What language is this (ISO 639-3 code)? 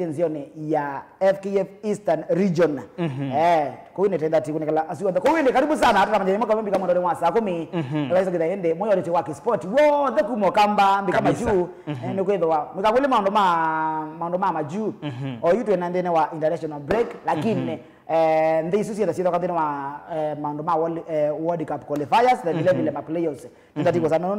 kam